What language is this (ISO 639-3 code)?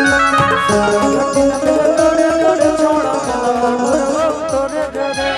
mag